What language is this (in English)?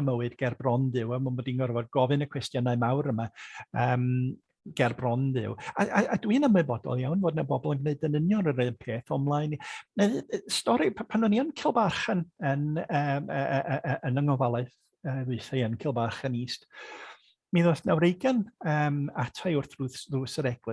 Welsh